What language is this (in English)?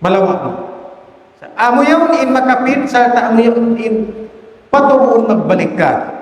Tausug